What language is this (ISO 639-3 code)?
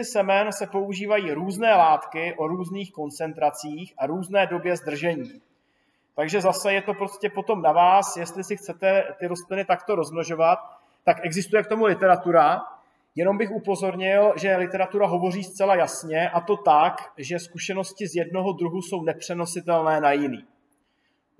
ces